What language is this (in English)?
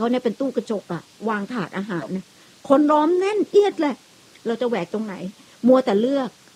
Thai